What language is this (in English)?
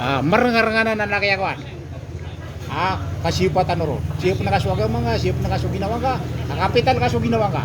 Maranao